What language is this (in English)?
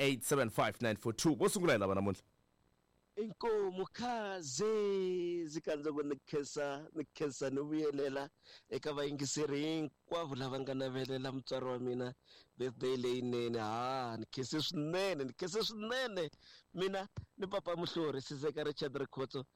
Tsonga